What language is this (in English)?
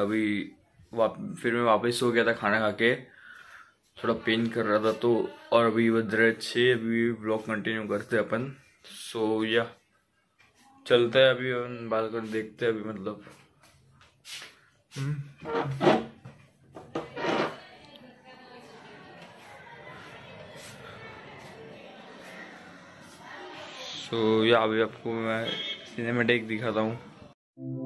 Hindi